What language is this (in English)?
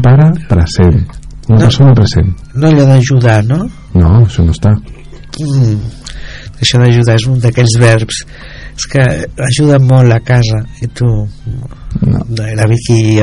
Catalan